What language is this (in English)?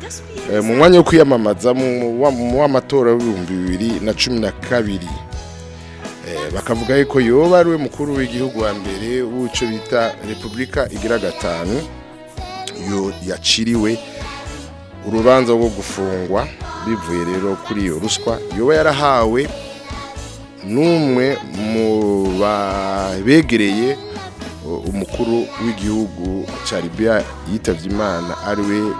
Rundi